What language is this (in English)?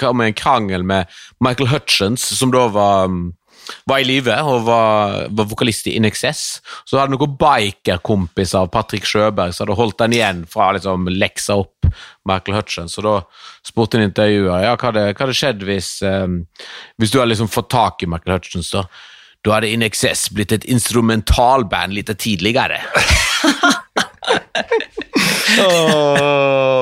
Norwegian